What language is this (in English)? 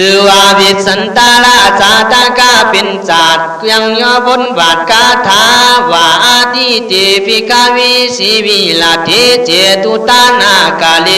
Khün